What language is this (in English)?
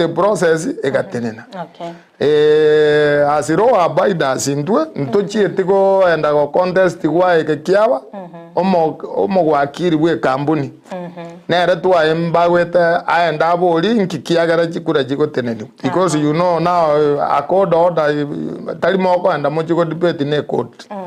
Gusii